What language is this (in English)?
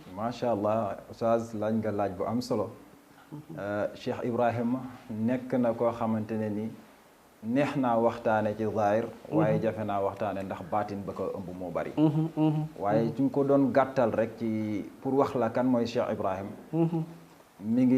Wolof